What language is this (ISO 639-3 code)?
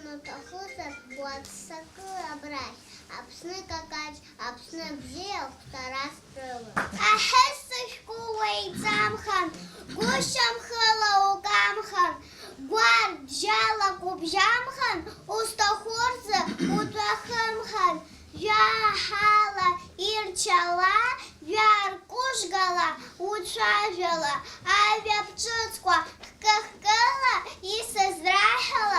abk